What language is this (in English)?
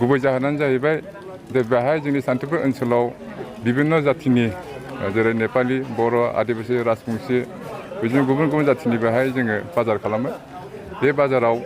Bodo